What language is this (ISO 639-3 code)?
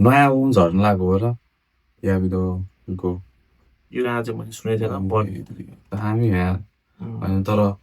nep